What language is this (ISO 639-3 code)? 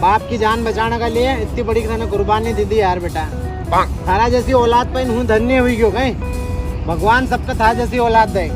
raj